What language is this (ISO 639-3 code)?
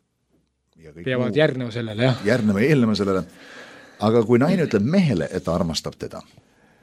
est